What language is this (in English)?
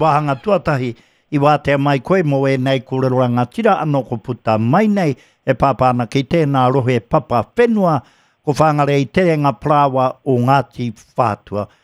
Māori